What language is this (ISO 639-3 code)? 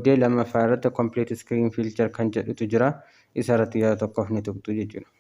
orm